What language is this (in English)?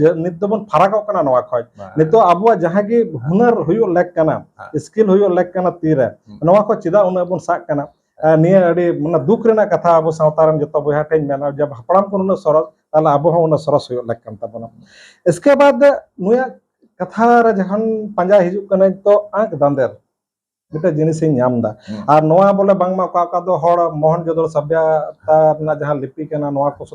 Santali